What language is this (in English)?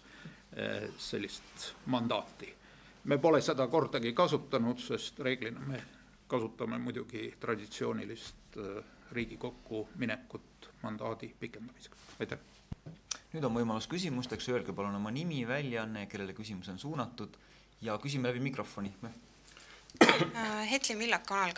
Estonian